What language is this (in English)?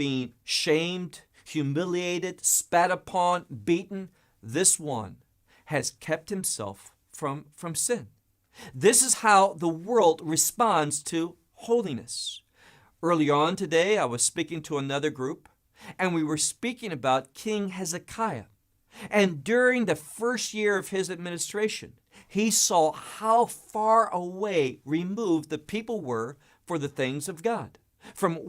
English